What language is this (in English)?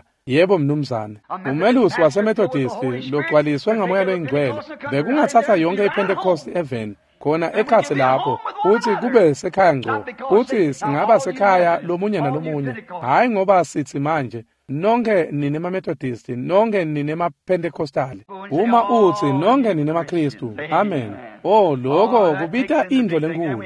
Swati